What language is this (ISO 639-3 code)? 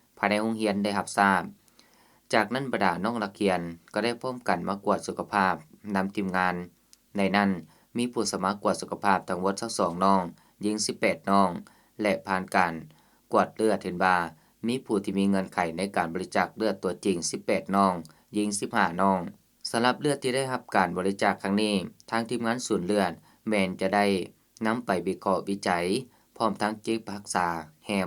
lao